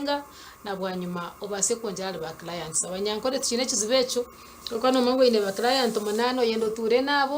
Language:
Nyankole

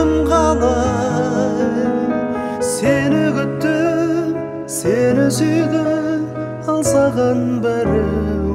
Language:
Kazakh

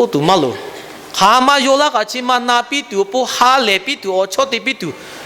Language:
Lahu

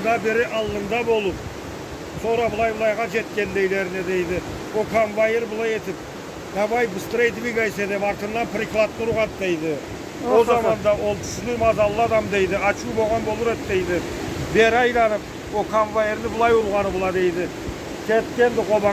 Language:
Karachay-Balkar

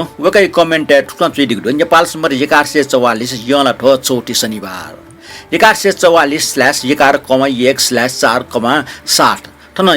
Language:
Newari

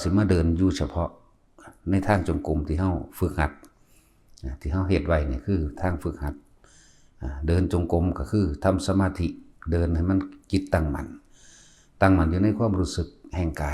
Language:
Northeastern Thai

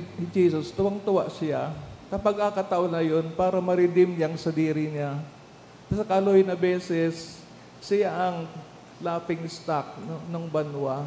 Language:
Bikol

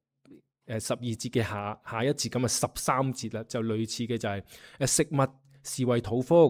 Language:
Cantonese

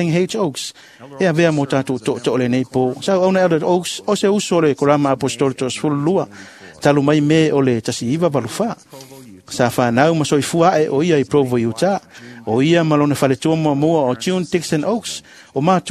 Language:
Samoan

